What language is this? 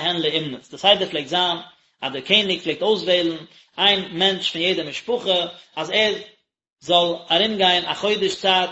Yiddish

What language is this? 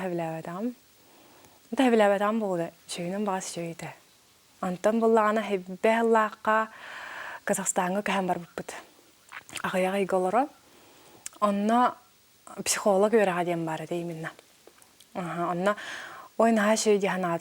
Yakut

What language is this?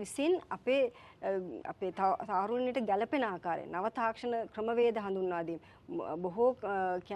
Sinhala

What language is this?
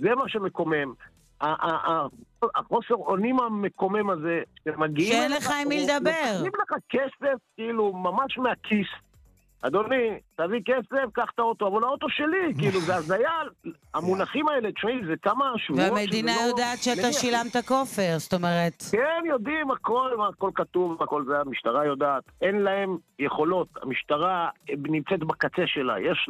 Hebrew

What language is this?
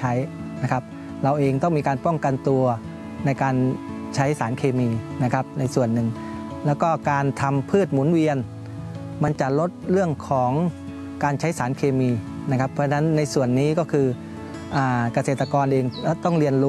Thai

